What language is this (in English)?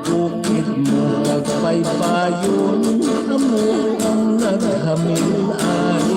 Hiligaynon